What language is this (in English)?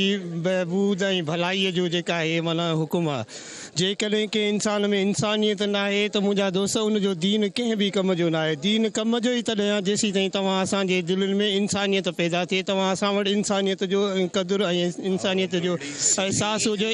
Sindhi